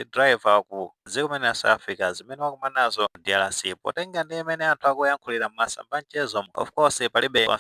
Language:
Nyanja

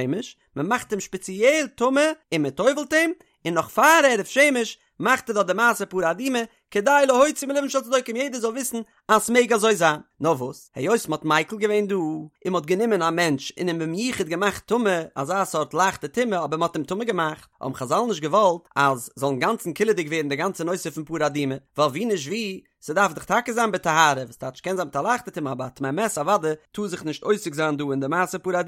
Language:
Yiddish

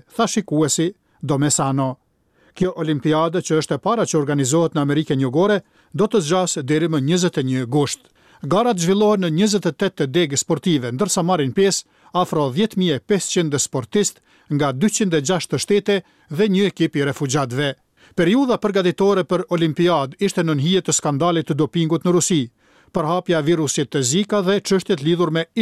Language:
Albanian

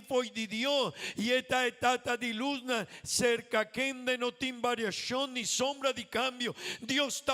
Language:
Papiamento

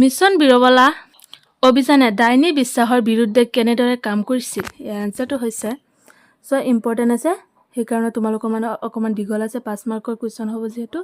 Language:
Assamese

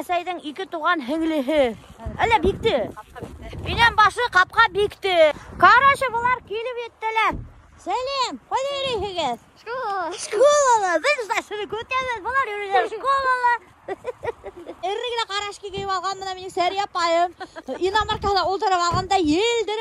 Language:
Bashkir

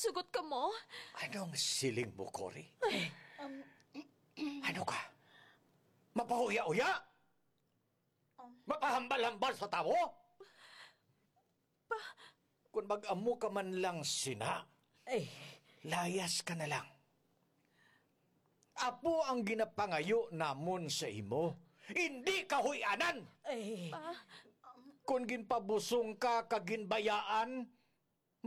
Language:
Hiligaynon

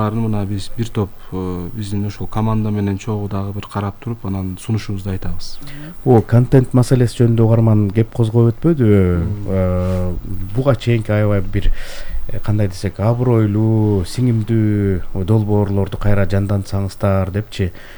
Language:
Kyrgyz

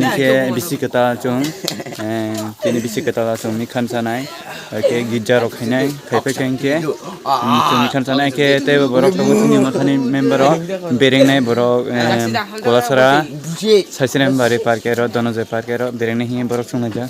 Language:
Kok Borok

